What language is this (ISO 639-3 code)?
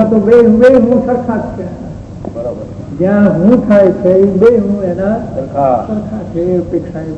guj